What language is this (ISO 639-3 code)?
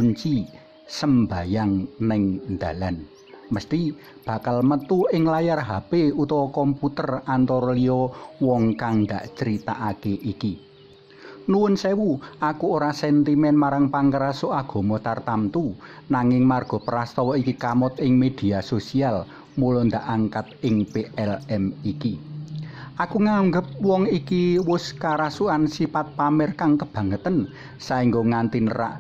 jav